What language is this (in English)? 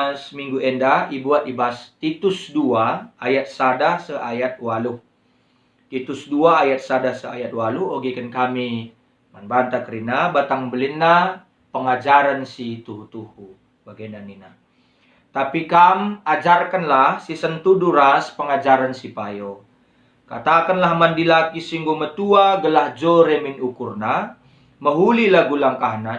Batak Karo